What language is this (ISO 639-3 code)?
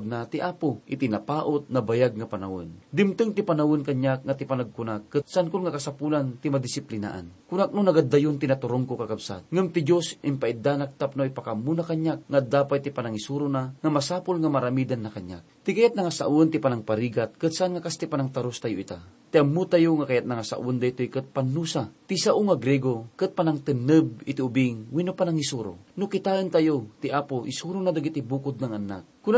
ilo